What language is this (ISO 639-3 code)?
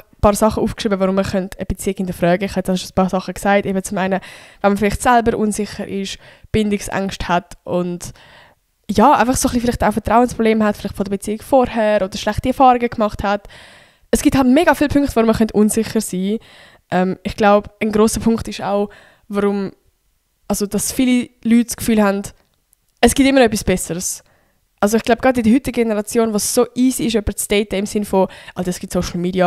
gsw